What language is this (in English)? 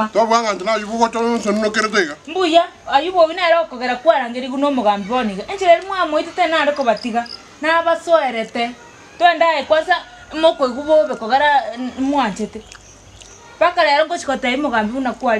Gusii